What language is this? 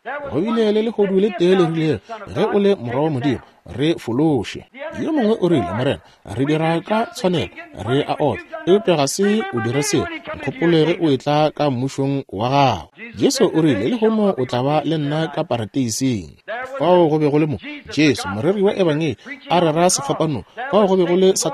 Northern Sotho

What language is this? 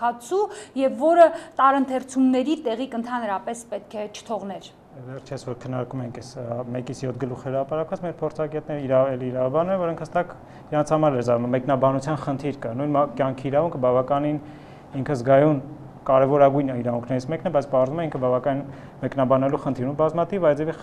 Armenian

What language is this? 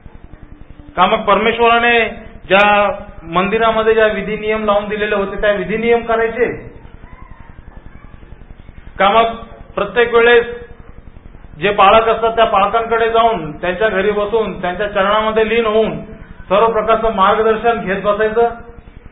Marathi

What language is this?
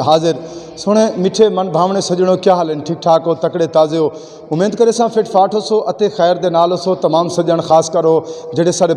Saraiki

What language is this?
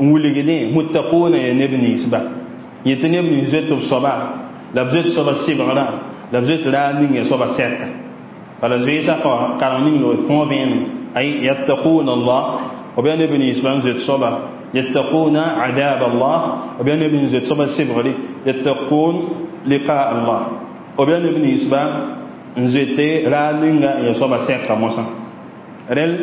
Mossi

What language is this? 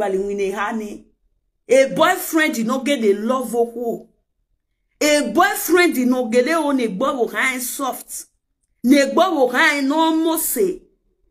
Nigerian Pidgin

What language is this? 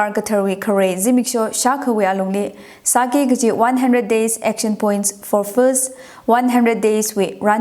Tangkhul Naga (India)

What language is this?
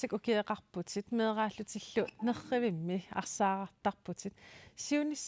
Kalaallisut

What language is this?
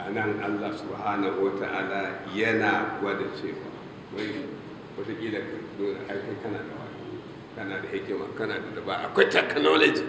Hausa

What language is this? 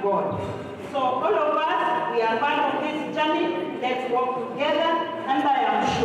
Kamba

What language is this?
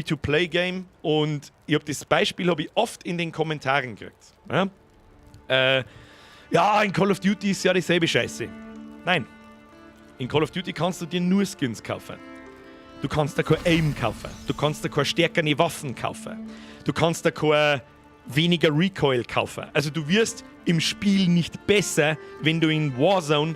Bavarian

